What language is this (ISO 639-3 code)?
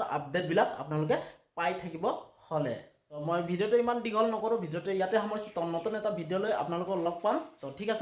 asm